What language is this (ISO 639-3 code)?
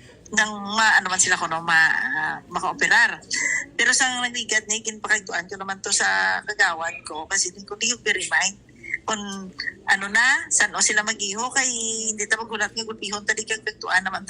hil